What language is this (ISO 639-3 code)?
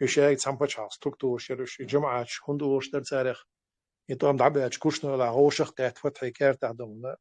che